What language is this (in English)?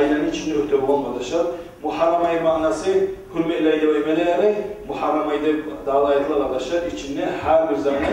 Kumyk